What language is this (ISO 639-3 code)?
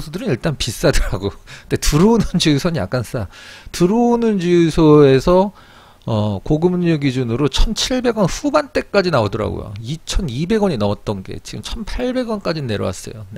kor